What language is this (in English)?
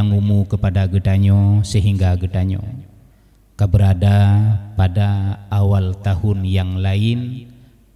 Achinese